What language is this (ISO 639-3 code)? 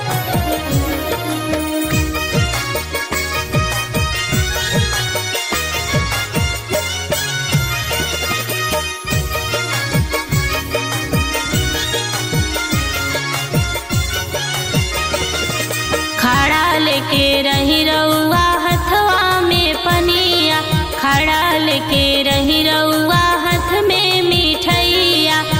bho